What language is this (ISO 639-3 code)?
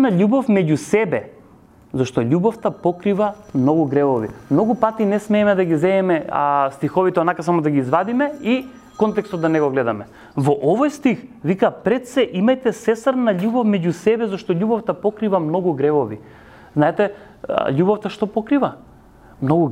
mkd